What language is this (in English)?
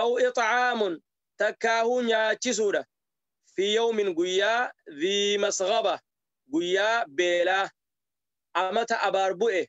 Oromo